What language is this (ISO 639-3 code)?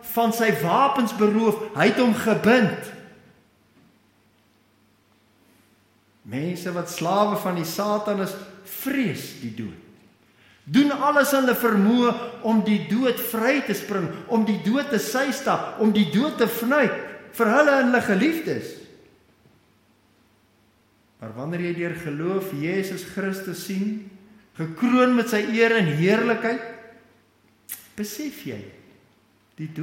afr